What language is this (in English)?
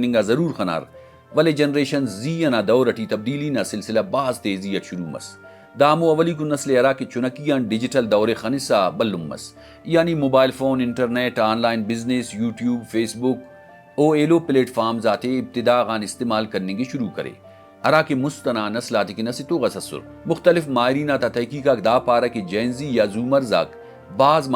Brahui